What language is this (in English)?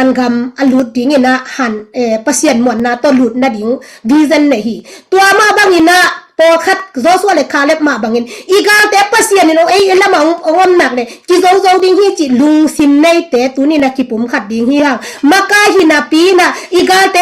Tedim Chin